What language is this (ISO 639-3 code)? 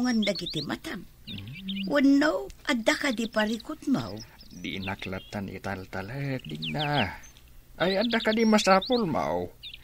ilo